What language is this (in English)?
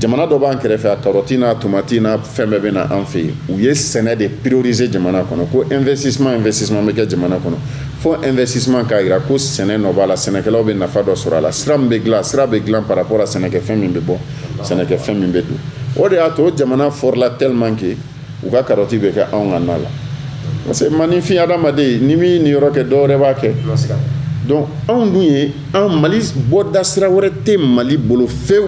Bambara